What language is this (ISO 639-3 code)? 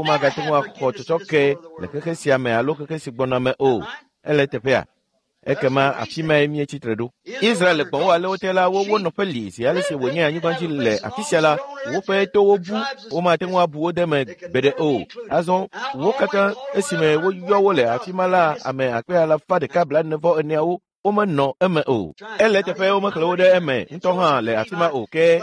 ewe